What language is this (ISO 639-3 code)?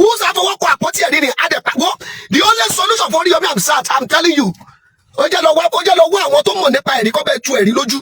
yor